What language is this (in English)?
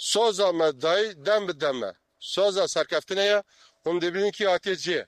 Kurdish